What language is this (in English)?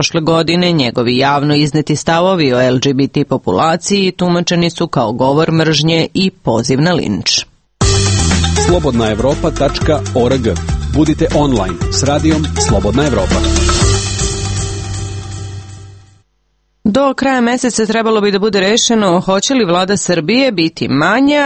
Serbian